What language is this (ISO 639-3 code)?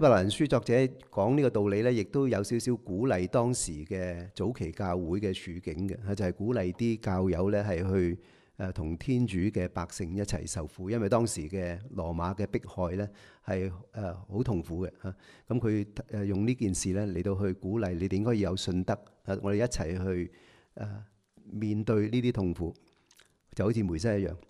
yue